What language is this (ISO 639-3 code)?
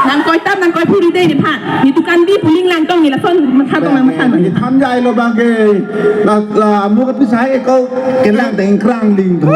mjw